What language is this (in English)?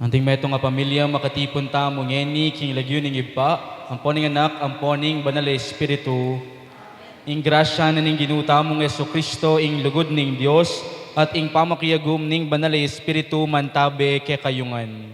Pampanga